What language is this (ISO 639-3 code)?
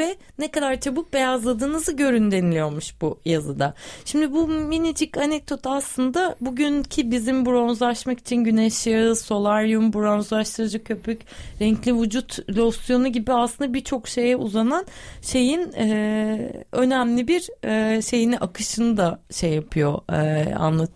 tur